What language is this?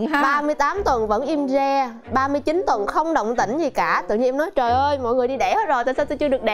Vietnamese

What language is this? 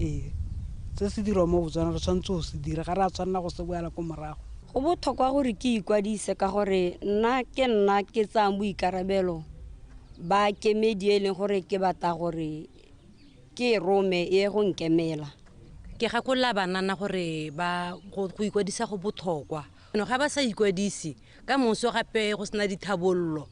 Tswana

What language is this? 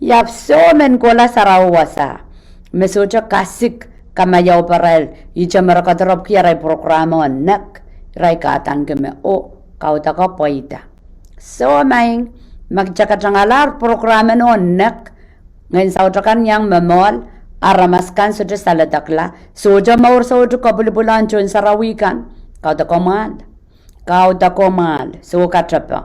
Pohnpeian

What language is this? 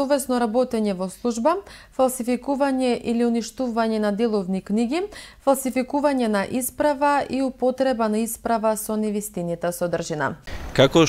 Macedonian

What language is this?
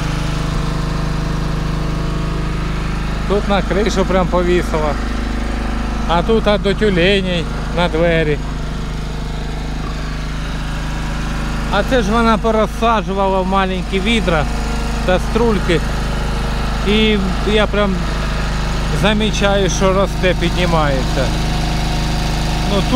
Ukrainian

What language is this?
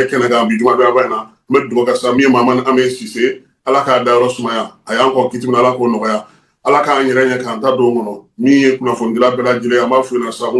Bambara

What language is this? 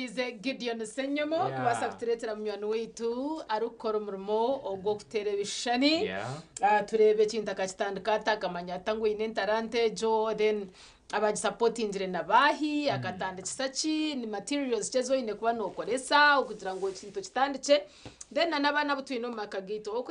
Nyankole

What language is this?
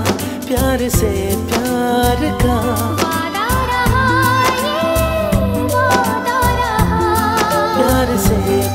Marathi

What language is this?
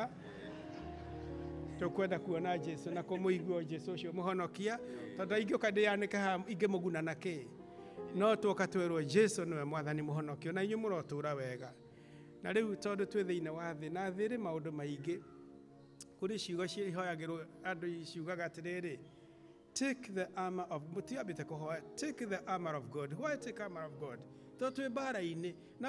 Kikuyu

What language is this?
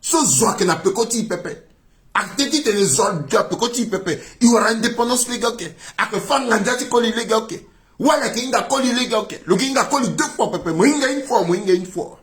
Sango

